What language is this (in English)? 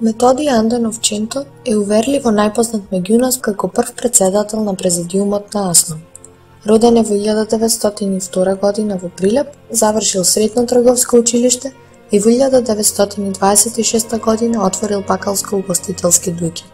Macedonian